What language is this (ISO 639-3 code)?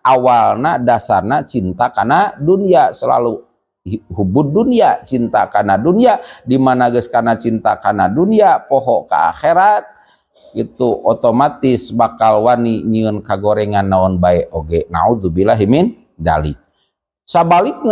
sun